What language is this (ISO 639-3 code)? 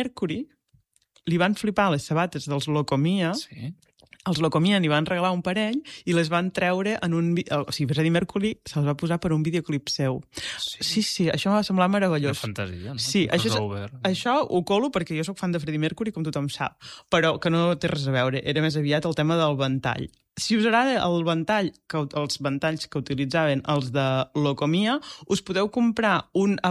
cat